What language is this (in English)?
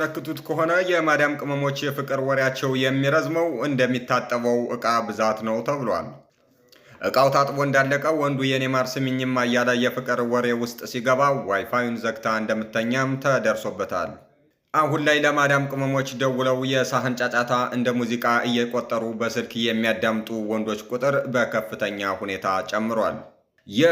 Amharic